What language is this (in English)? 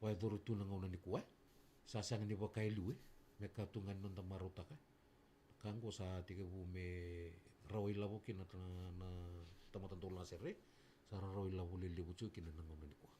Fijian